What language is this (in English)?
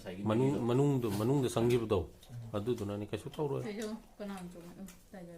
Manipuri